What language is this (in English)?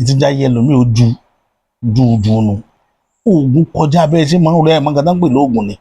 Yoruba